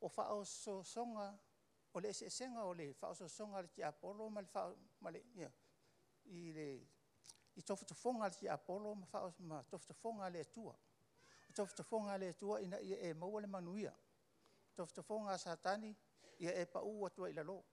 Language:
Samoan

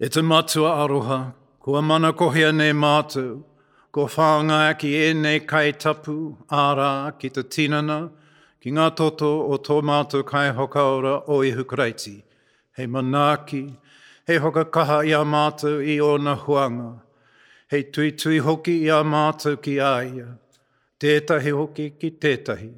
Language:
Māori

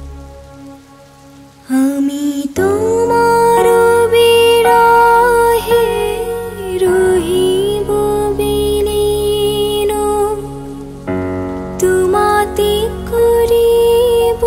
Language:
Bangla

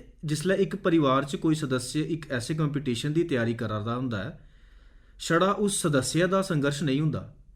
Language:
Dogri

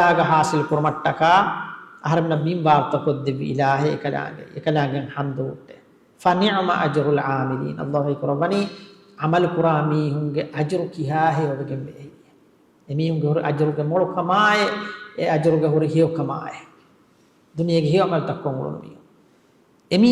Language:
Divehi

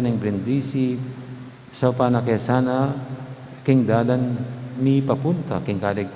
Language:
Pampanga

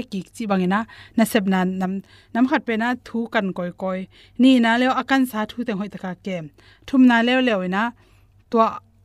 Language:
Tedim Chin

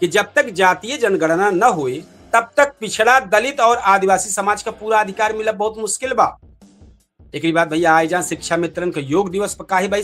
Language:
Awadhi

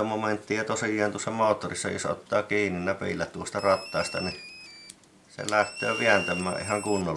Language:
Finnish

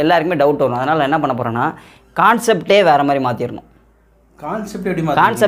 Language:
Tamil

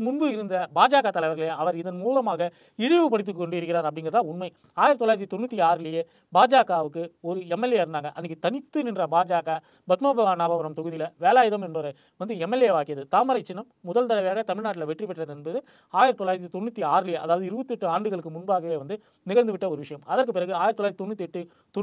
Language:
Tamil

